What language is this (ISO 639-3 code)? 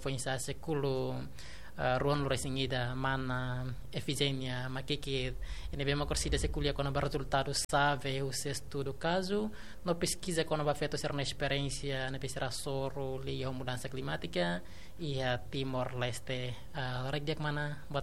tet